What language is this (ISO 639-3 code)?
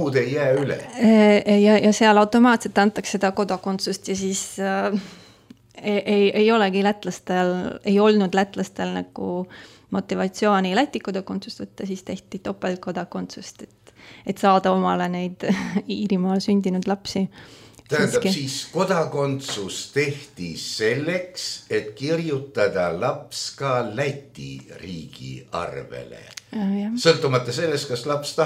est